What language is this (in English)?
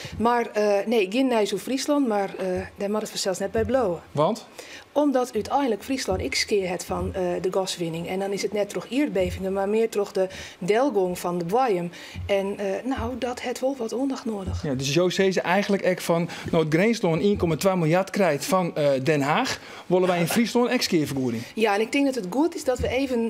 Western Frisian